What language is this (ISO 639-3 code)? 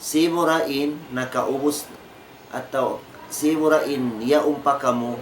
tsg